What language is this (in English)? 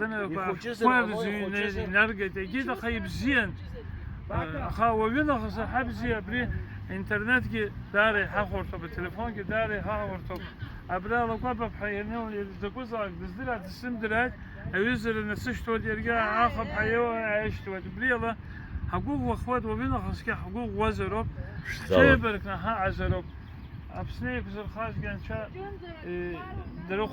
Abkhazian